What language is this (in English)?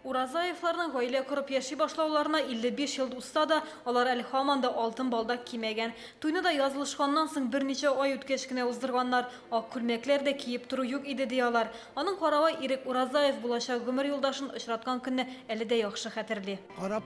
Tatar